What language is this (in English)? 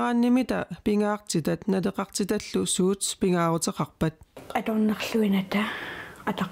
Kalaallisut